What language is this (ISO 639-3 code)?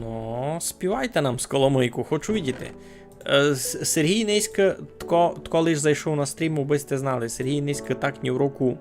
rue